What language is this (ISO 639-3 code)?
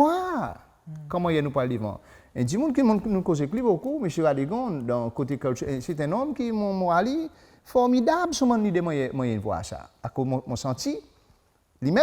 crs